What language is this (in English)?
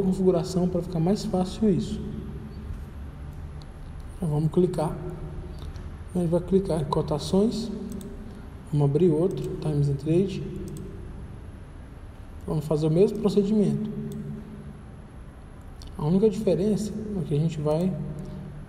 Portuguese